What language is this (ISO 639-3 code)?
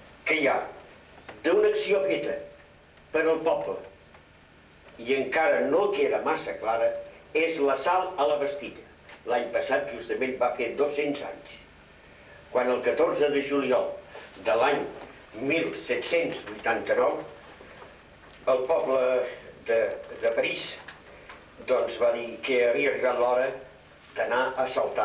cat